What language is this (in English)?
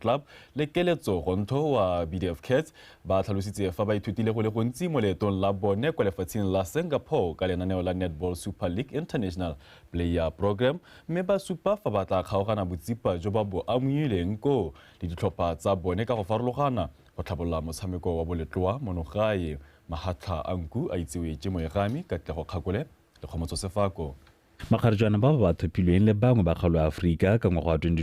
Tswana